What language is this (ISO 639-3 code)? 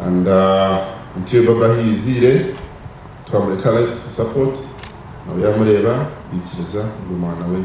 nyn